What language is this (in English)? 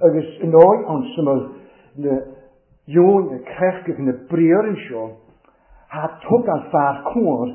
Welsh